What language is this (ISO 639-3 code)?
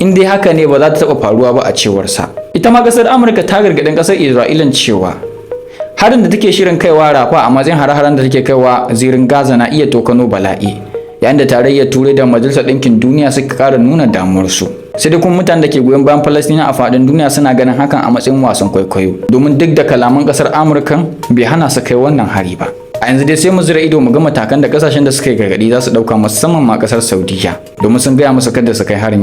hau